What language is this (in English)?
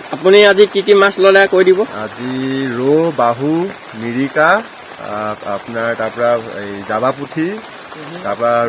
Assamese